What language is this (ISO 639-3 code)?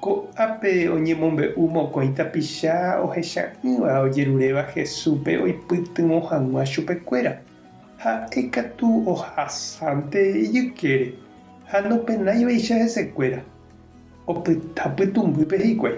grn